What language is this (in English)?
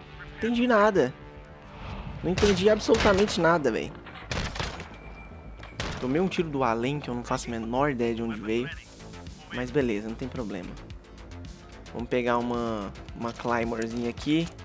Portuguese